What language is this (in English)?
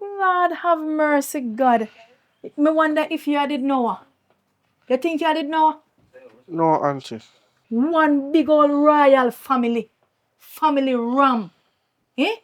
Jamaican Creole English